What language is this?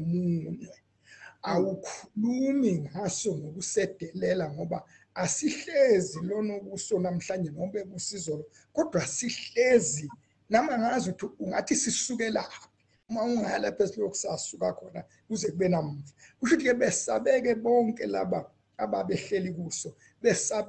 Zulu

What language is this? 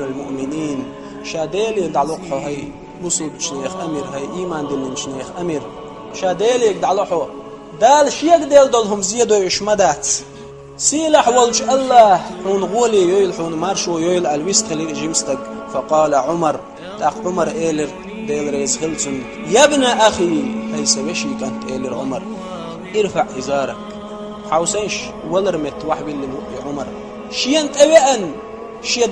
Chechen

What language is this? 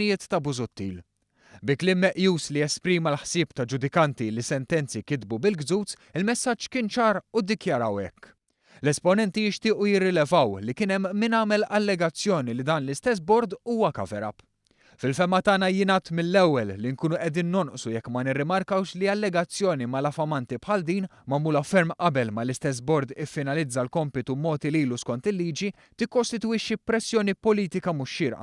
Maltese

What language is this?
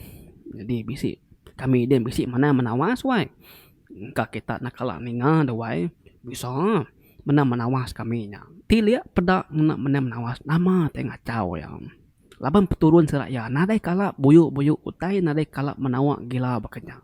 Iban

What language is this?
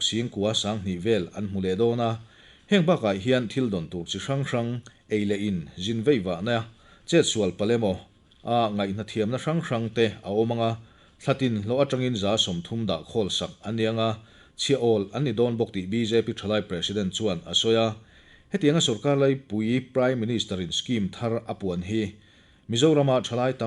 Mizo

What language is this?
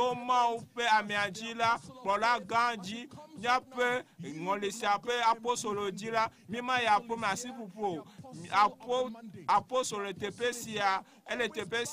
Ewe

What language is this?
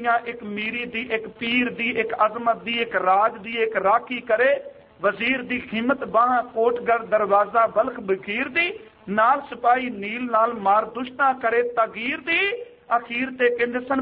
Punjabi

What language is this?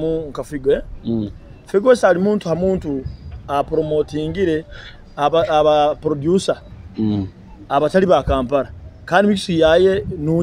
Nyoro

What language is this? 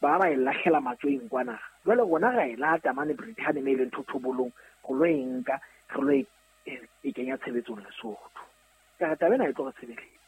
Southern Sotho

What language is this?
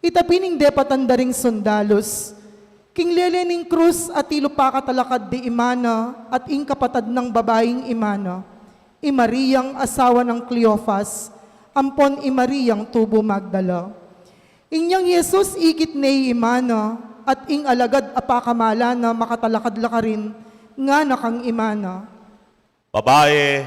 Pampanga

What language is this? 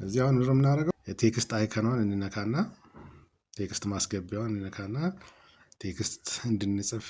Amharic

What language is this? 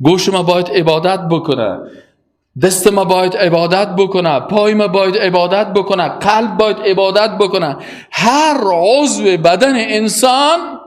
Persian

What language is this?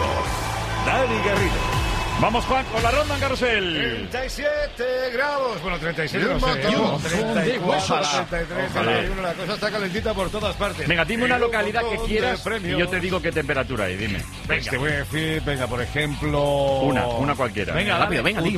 Spanish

